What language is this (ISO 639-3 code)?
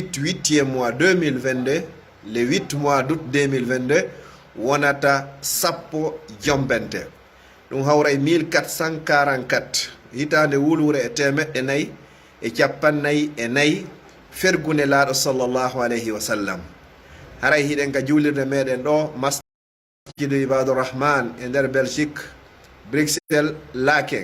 ful